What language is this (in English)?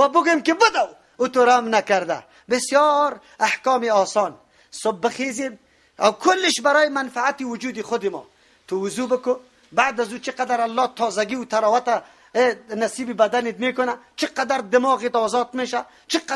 Persian